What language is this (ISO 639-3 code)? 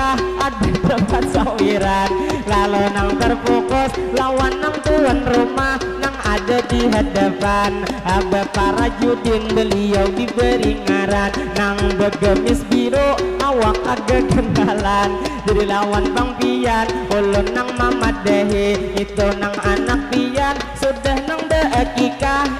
bjn